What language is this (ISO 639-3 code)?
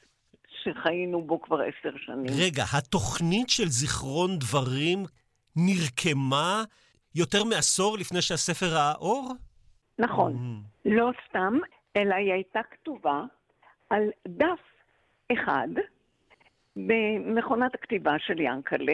heb